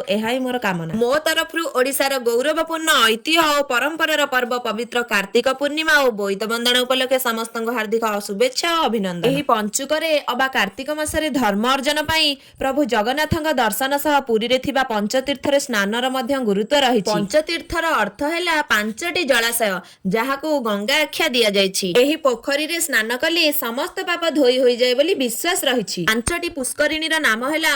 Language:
Odia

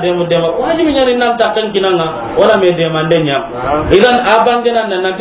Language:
Soninke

